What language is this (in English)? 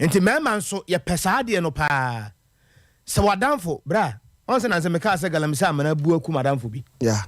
Akan